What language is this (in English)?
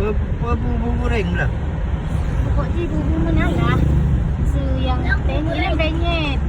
Achinese